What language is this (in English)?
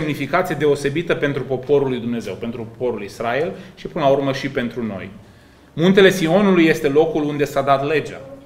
Romanian